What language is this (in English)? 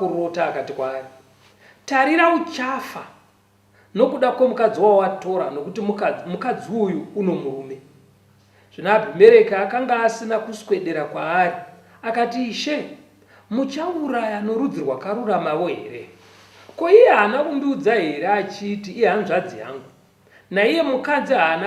Shona